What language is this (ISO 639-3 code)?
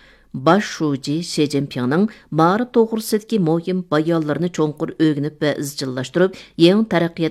uig